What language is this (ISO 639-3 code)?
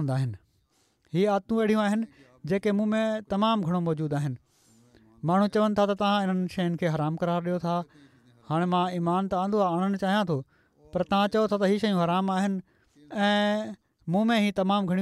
snd